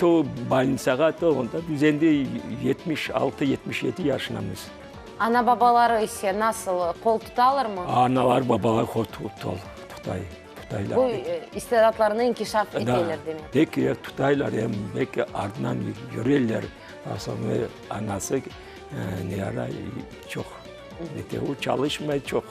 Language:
Crimean Tatar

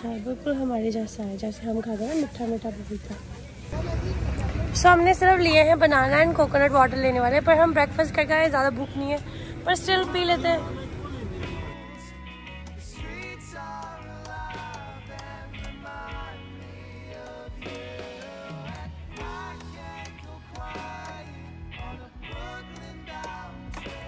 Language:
Hindi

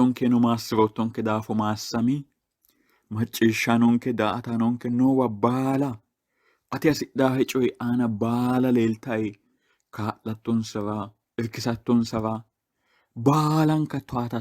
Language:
Sidamo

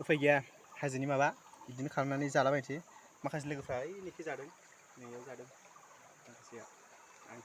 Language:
Bodo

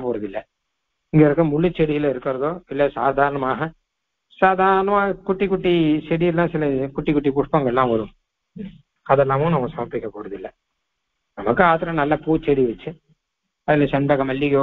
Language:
Tamil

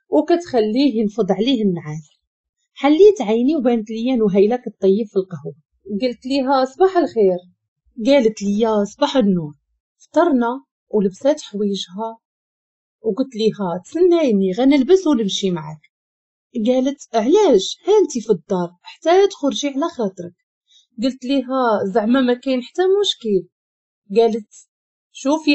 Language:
Moroccan Arabic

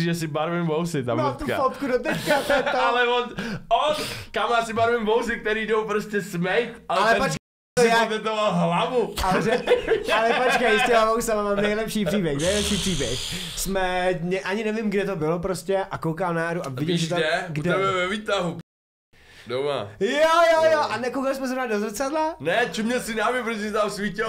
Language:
Czech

